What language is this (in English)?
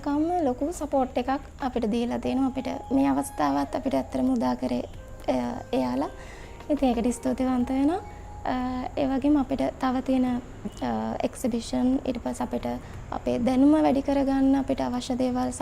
Sinhala